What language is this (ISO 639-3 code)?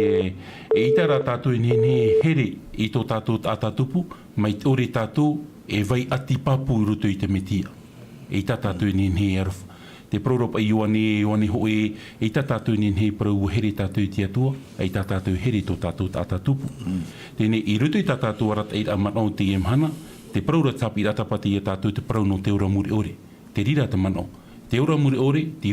tah